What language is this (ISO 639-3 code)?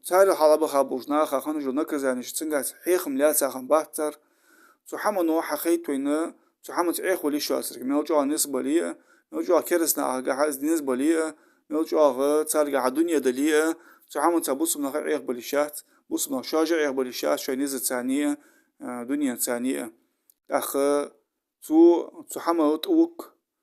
inh